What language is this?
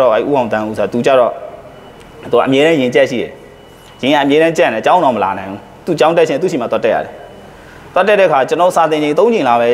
Burmese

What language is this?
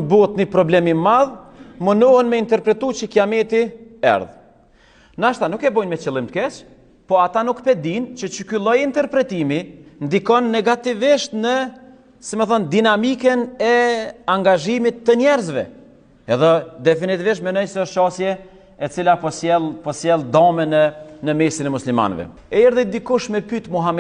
Albanian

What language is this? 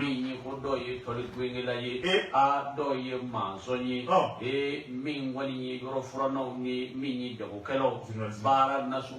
Bambara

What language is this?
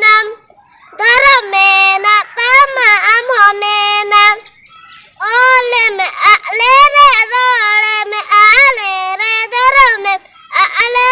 Santali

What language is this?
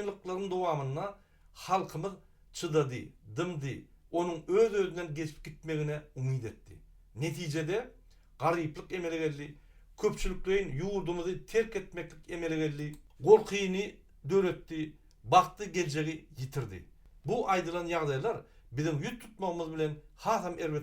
Turkmen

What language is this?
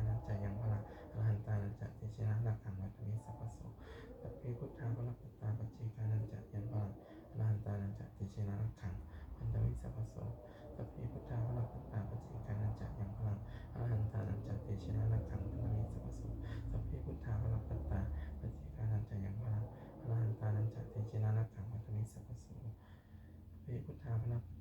Pali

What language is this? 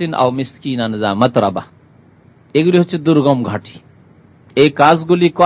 Bangla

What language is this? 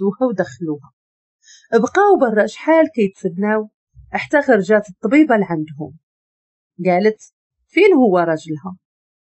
Moroccan Arabic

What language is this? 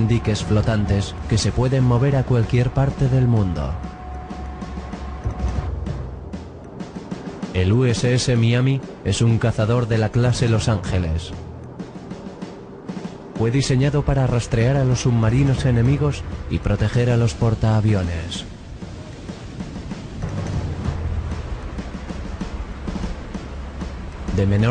Spanish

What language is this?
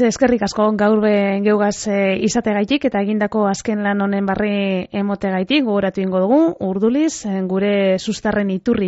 Basque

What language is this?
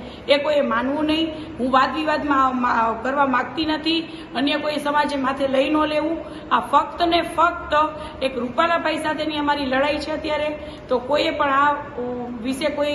Gujarati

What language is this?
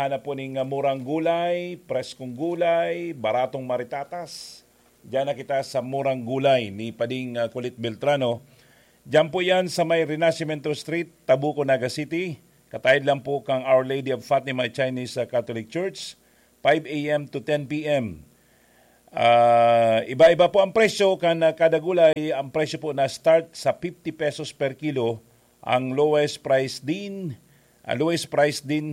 Bikol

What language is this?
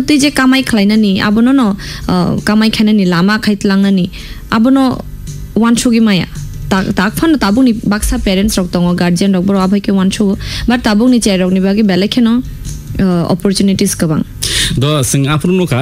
Kok Borok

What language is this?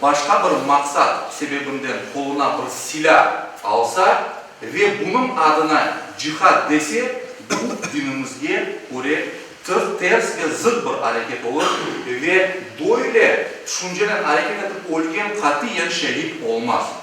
Crimean Tatar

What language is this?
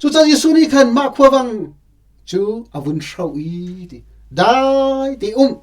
Hakha Chin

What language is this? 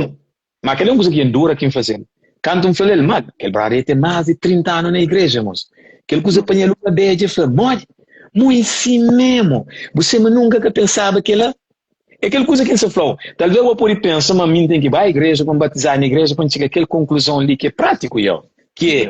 Kabuverdianu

